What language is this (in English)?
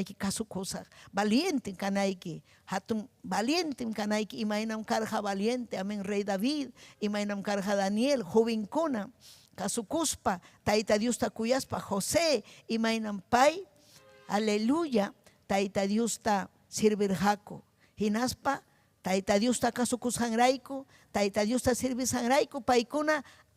Ayacucho Quechua